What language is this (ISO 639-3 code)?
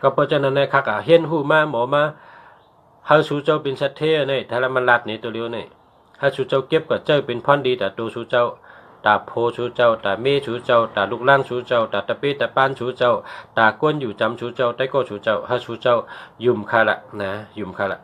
shn